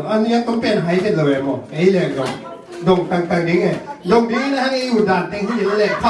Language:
Tedim Chin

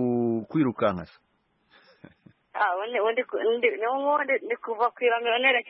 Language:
Kinyarwanda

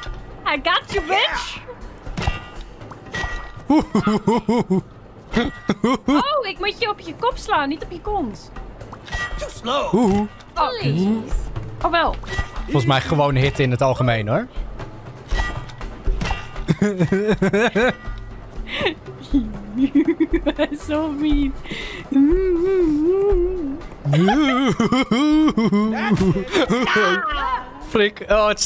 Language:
Dutch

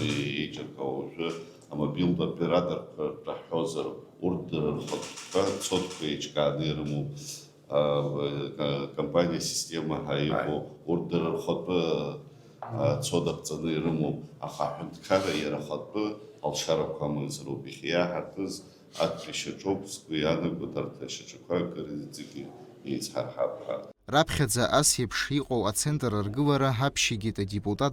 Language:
Abkhazian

